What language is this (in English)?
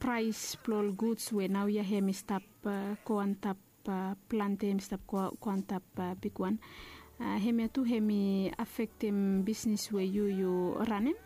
Bislama